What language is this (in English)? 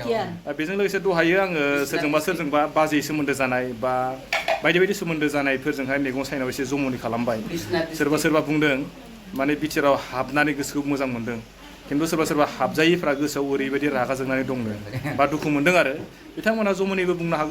Bodo